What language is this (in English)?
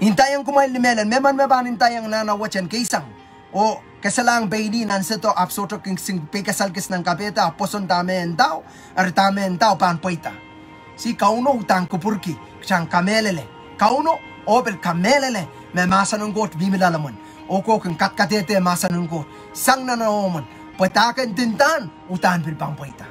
Pohnpeian